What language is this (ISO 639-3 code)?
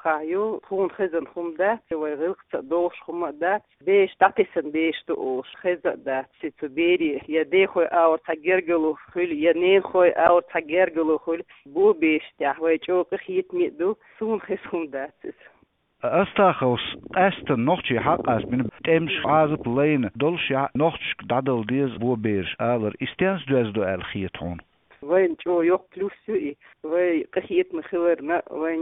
che